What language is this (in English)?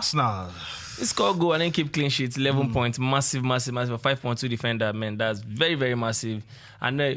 Nigerian Pidgin